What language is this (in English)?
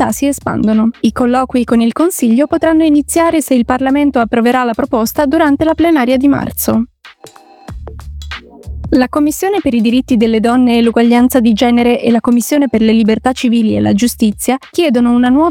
Italian